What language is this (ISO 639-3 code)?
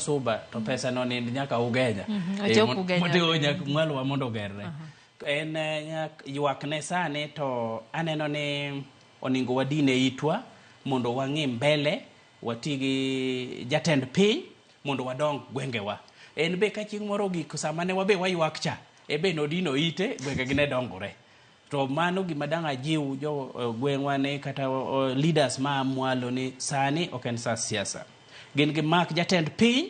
luo